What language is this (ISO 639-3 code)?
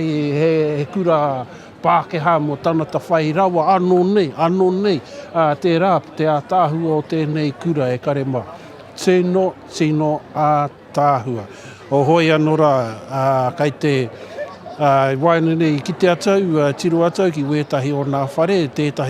mri